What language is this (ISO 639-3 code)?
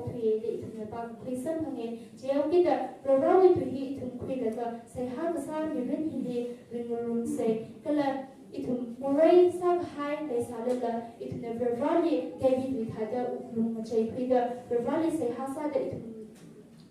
nmf